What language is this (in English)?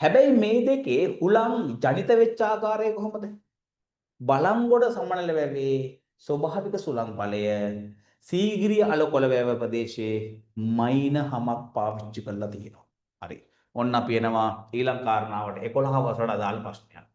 Sinhala